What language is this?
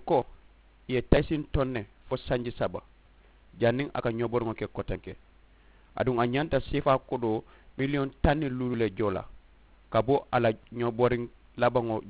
Mandingo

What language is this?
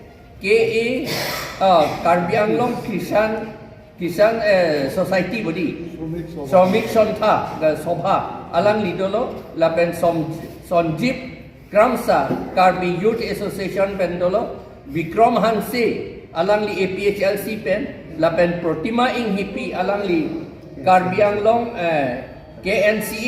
Karbi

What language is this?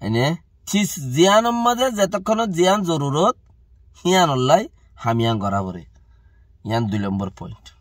Rohingya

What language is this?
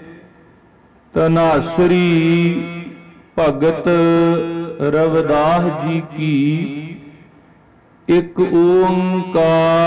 Punjabi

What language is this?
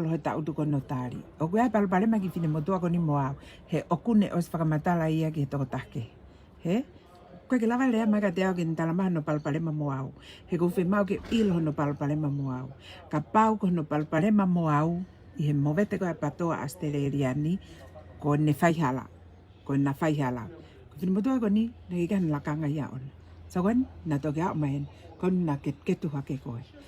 Tongan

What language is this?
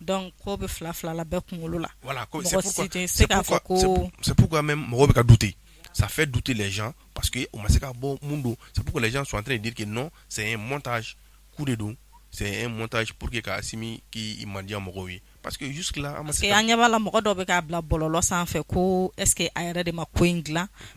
Bambara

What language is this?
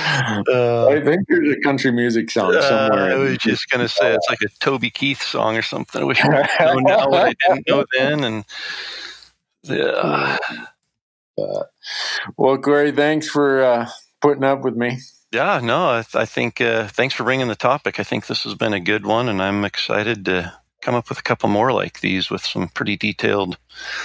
English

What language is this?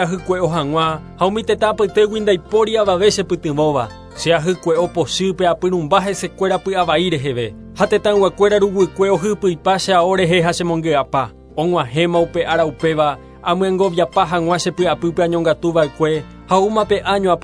Guarani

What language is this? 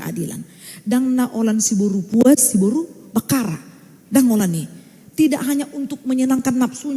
Batak Toba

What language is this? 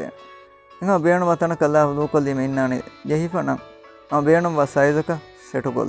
Divehi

